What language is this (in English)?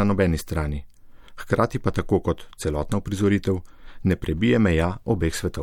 Slovenian